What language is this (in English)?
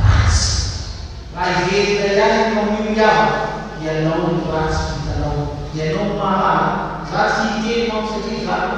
Malagasy